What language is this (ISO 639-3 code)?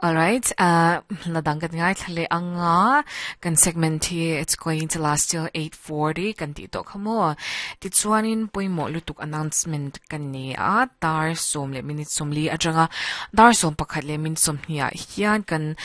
lus